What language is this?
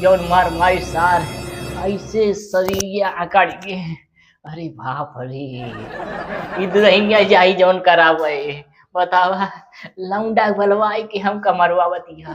Awadhi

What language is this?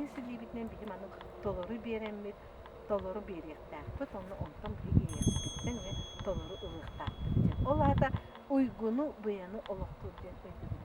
Yakut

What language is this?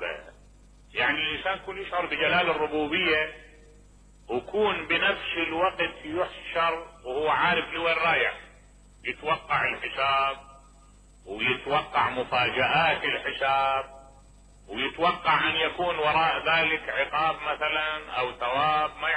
Mesopotamian Arabic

